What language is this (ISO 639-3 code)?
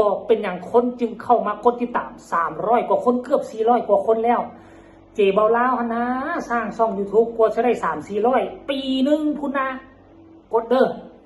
lao